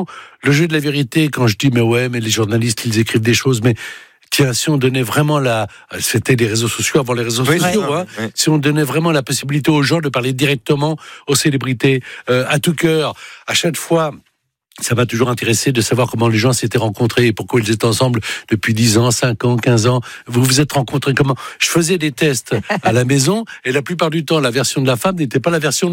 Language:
French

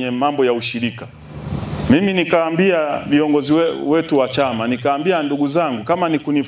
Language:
Swahili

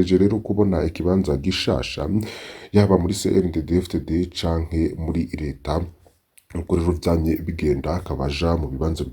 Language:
Rundi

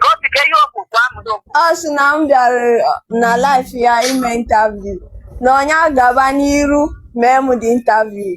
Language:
Igbo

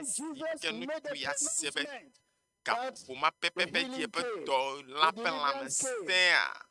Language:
Ewe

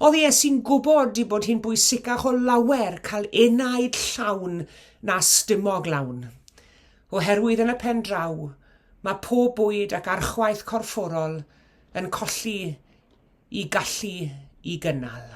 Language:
Welsh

